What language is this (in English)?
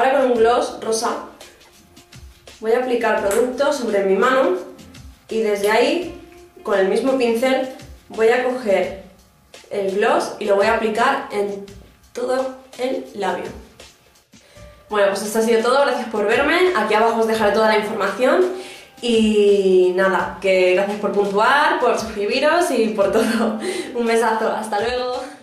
Spanish